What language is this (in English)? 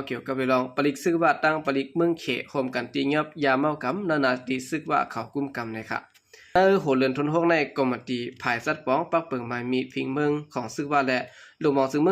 Shan